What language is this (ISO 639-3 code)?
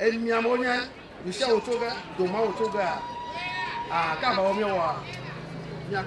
ewe